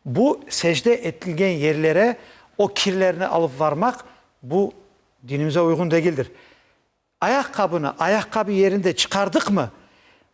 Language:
Crimean Tatar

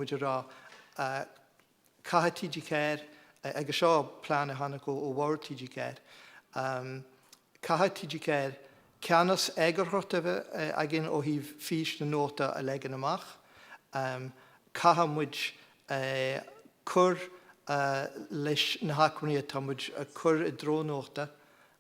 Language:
Irish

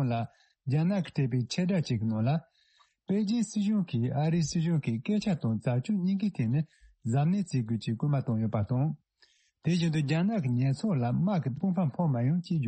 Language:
Tibetan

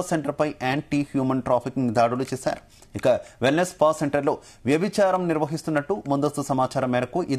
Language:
Telugu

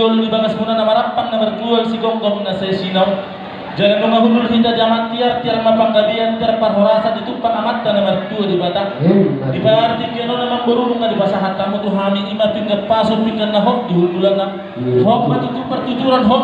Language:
Batak Toba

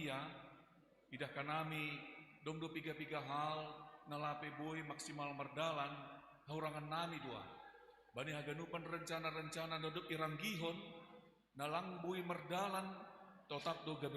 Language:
Batak Simalungun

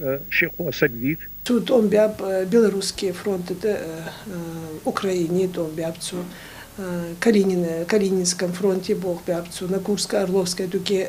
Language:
Ingush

